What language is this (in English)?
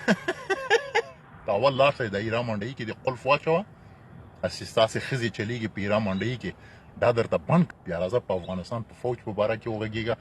Pashto